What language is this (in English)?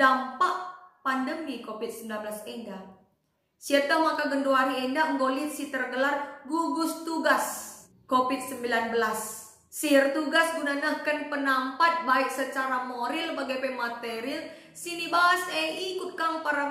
Batak Karo